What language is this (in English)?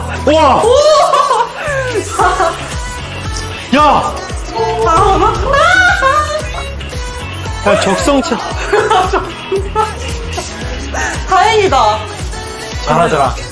Korean